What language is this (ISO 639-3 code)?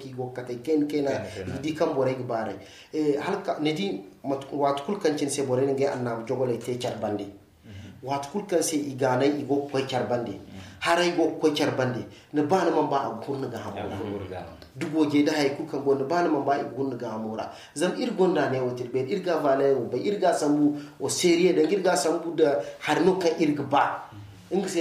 dje